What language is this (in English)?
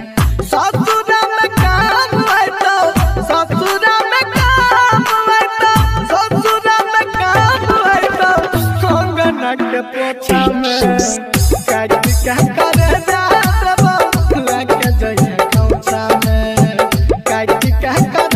Bhojpuri